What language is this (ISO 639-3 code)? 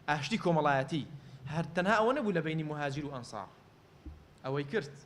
ckb